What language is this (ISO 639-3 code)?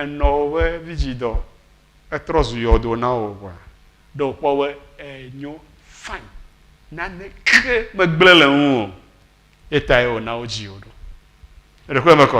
ewe